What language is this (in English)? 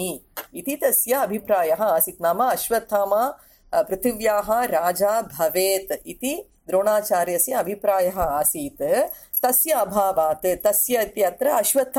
Sanskrit